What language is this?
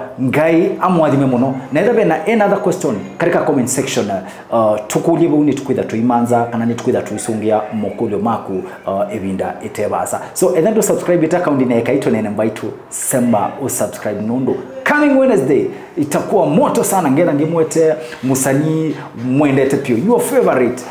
Kamba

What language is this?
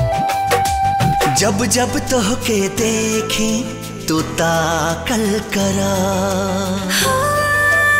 Bhojpuri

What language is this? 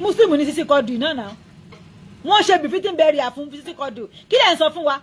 Yoruba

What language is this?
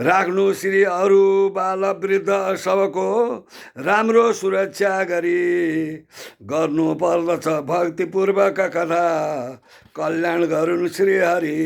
Nepali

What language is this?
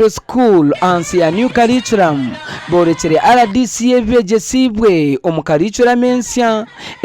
Nyankole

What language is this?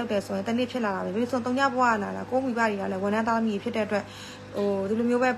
Burmese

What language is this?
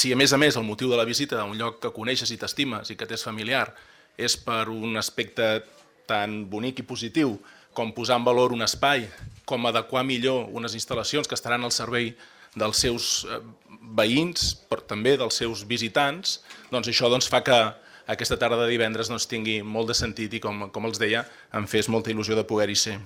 Catalan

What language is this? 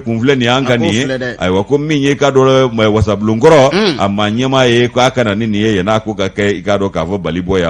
Bambara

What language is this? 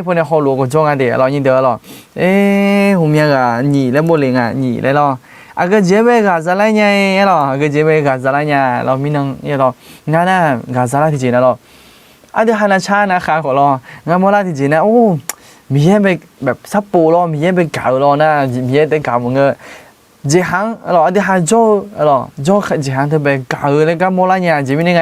Akha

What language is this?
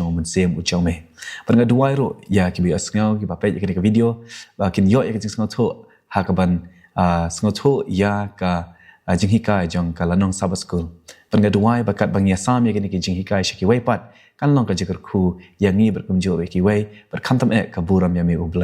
Khasi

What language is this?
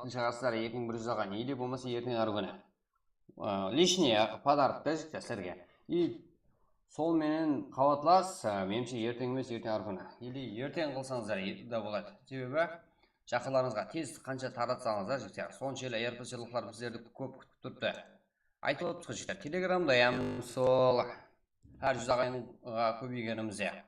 Kara-Kalpak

